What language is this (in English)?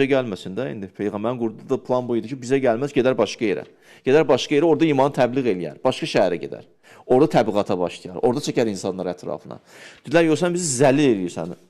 Azerbaijani